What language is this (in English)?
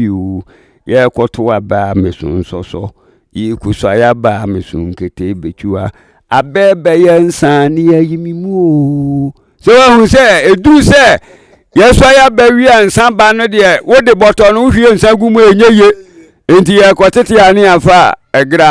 Akan